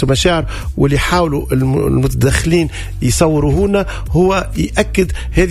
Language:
Tunisian Arabic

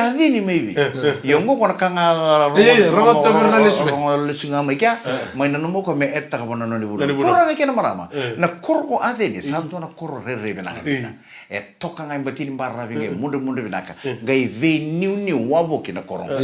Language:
Fijian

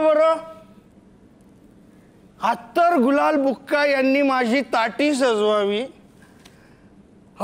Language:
Marathi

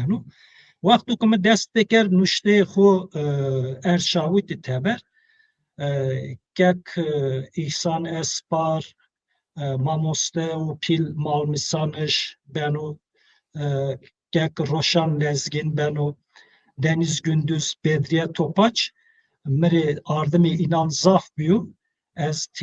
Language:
Zaza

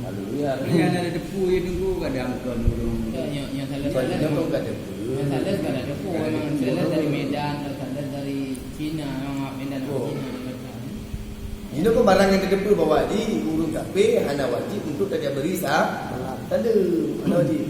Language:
Achinese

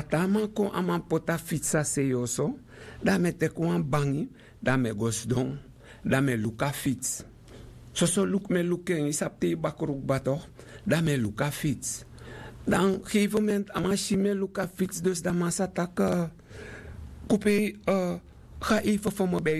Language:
Sranan Tongo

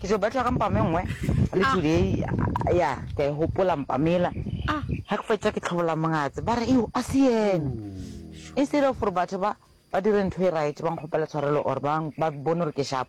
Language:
Northern Sotho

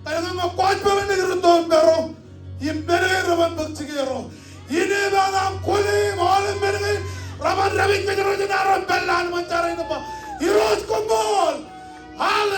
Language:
Marshallese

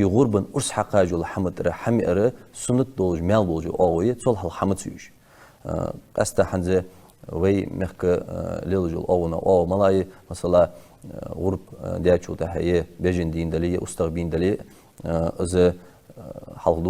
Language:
Ingush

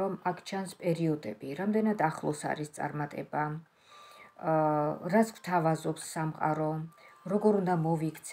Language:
Georgian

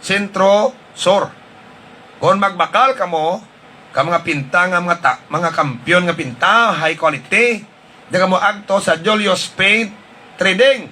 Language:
Hiligaynon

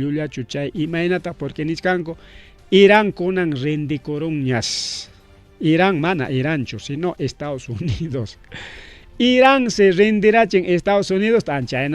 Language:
Ayacucho Quechua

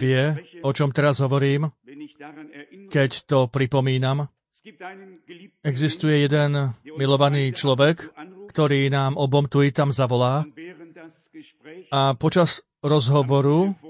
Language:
Slovak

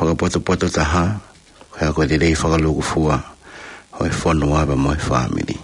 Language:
Tongan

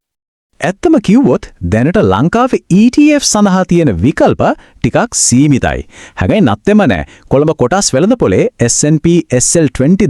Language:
Sinhala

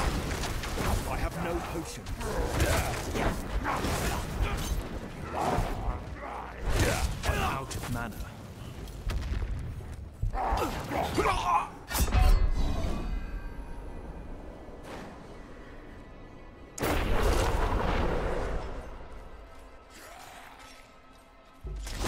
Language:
English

